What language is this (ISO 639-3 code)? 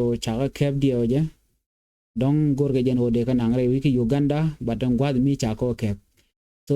nus